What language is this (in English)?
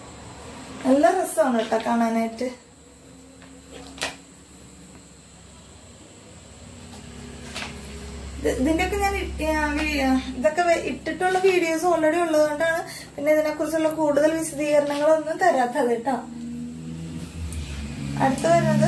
Malayalam